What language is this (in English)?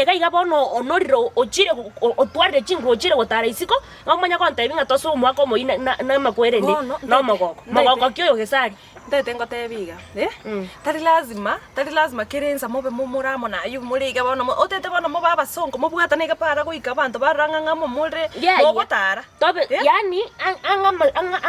Gusii